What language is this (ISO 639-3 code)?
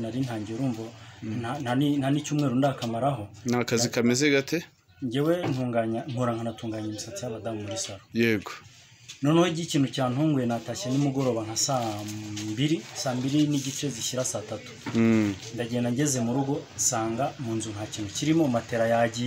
kin